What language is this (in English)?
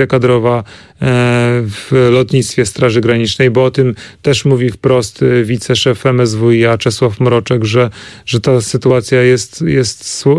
Polish